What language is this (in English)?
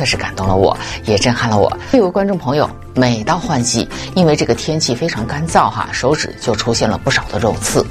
Chinese